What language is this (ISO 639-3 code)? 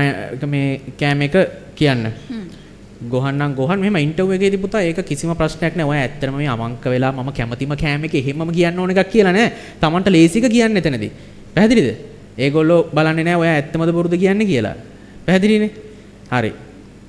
sin